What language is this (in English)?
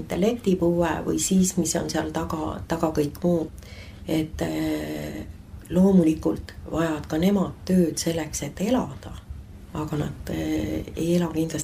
Estonian